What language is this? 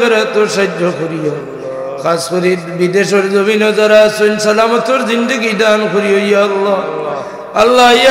Sylheti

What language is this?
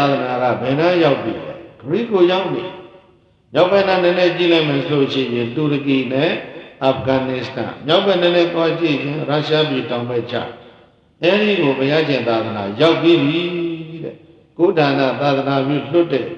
Burmese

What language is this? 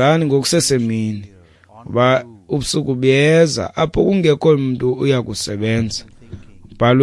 Xhosa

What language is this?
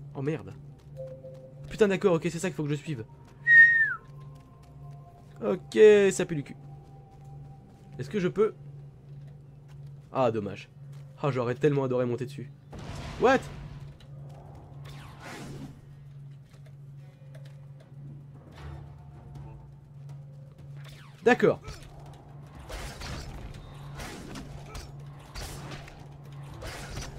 French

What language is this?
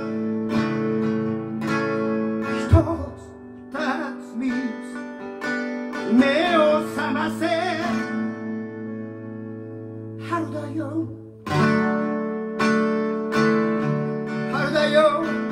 Japanese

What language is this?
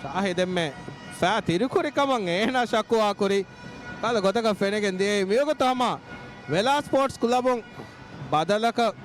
Divehi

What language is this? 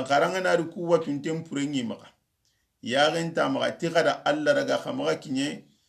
Soninke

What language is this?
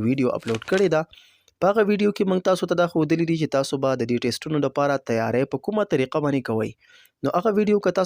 Pashto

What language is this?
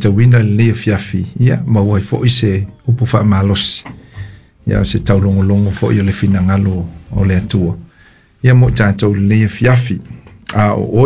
Samoan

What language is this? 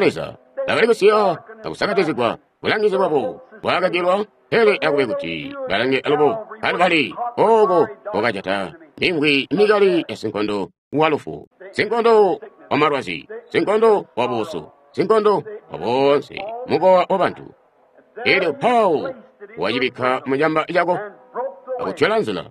Tonga (Zambia)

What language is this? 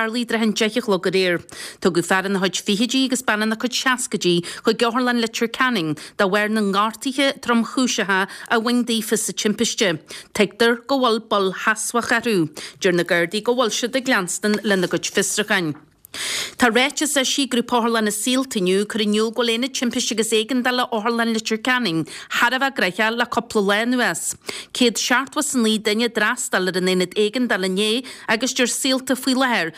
Irish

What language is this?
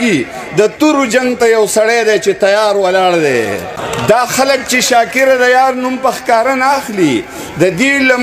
Pashto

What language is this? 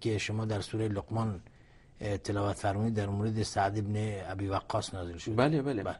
Persian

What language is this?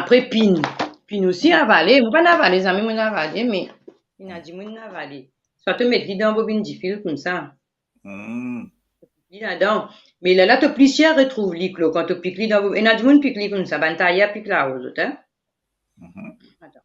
Morisyen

